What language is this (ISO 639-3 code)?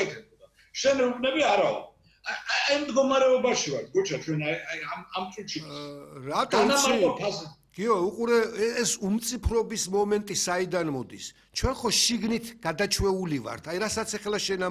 kat